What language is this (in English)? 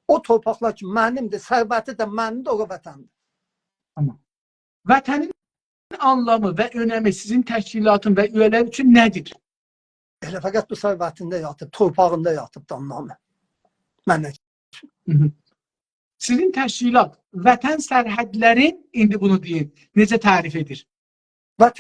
South Azerbaijani